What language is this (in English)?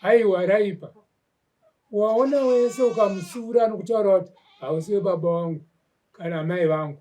Shona